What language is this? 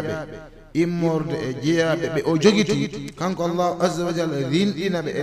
Fula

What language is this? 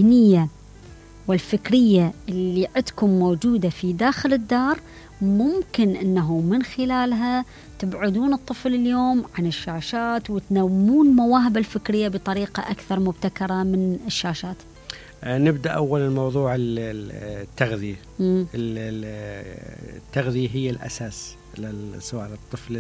Mesopotamian Arabic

